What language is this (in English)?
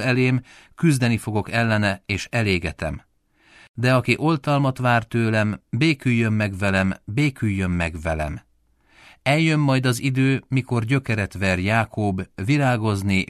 Hungarian